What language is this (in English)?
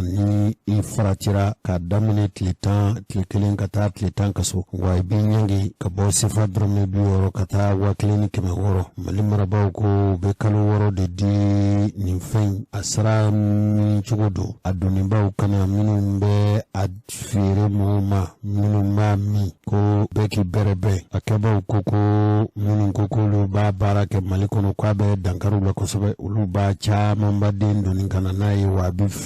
Bambara